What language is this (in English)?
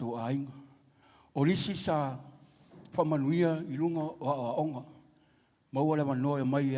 Samoan